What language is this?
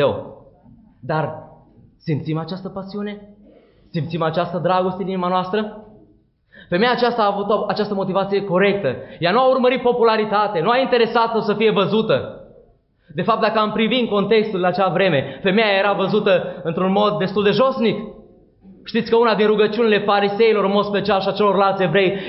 Romanian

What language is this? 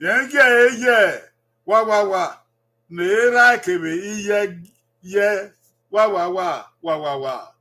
Bini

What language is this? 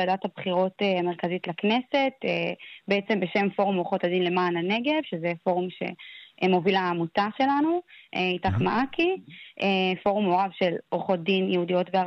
Hebrew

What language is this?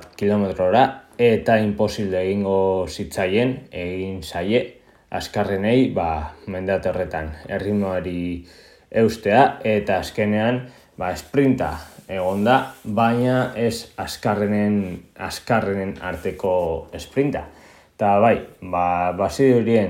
Basque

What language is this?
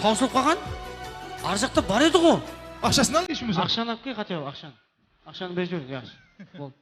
Kara-Kalpak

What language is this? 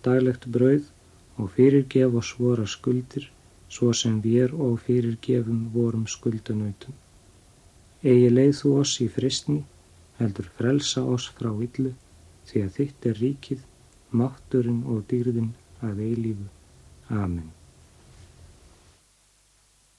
Icelandic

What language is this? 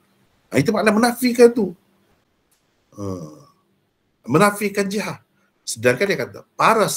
Malay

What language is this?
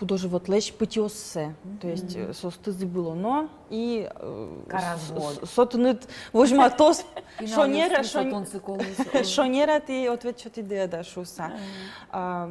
Udmurt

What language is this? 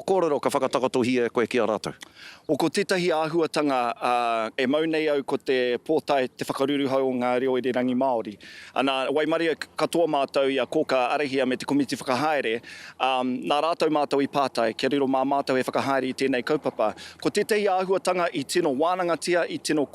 Māori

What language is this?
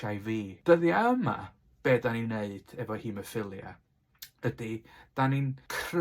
Welsh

